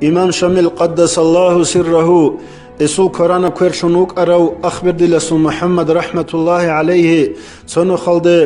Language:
Avaric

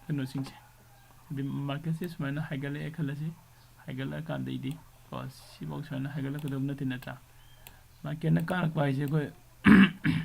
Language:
Manipuri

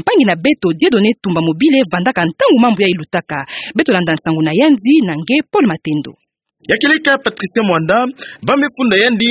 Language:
Kituba (Democratic Republic of Congo)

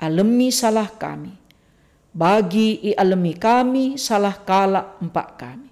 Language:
Batak Karo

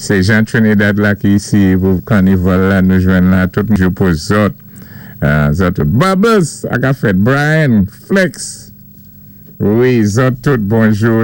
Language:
Saint Lucian Creole French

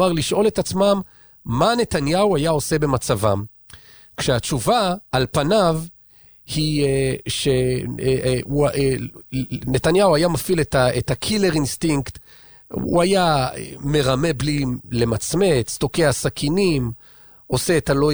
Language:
Hebrew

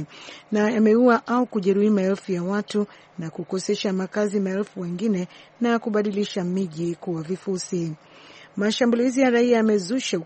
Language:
Swahili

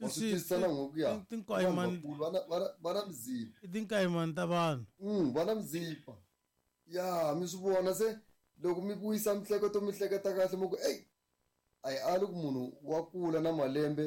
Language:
Tsonga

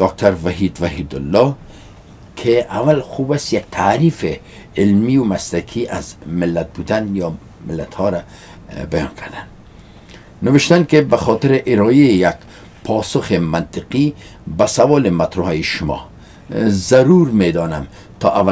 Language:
Persian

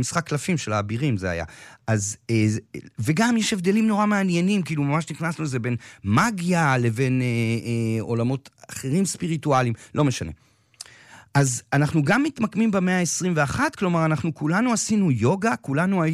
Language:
Hebrew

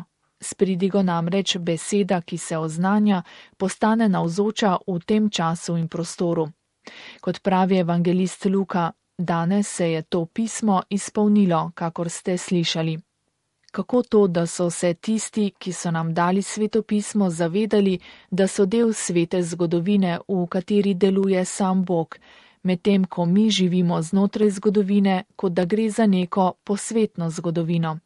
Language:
Slovenian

